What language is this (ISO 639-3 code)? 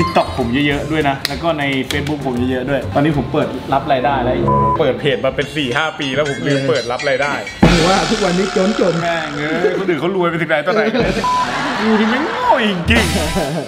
tha